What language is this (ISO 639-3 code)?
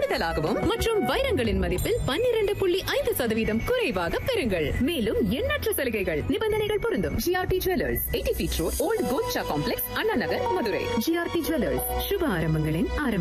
tam